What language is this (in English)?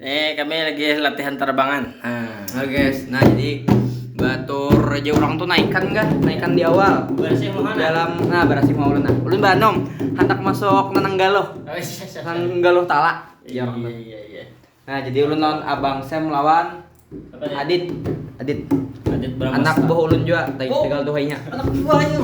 Banjar